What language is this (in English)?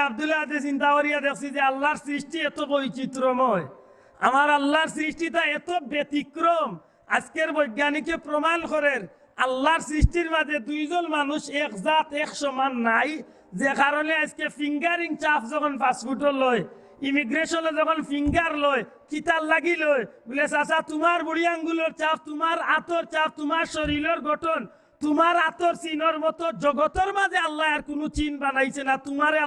Sylheti